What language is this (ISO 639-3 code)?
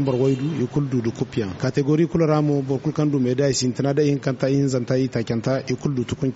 dje